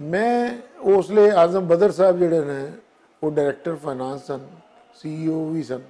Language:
Western Panjabi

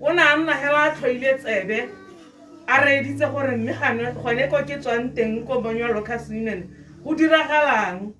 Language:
Tswana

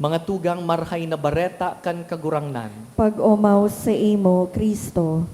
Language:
Bikol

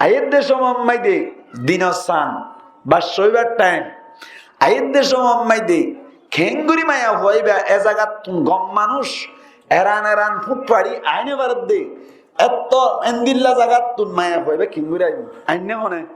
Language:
Rohingya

